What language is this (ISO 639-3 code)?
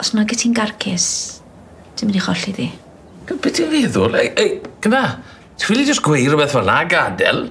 cym